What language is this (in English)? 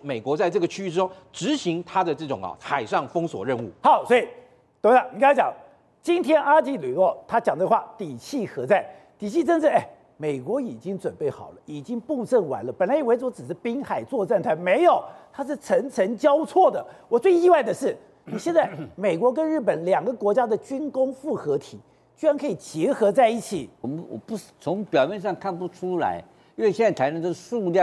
Chinese